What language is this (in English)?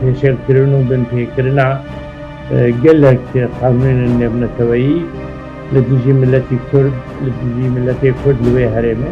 Kurdish